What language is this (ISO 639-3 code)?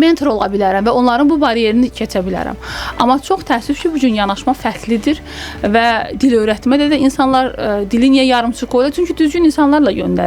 aze